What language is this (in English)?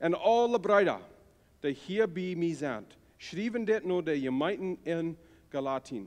Plautdietsch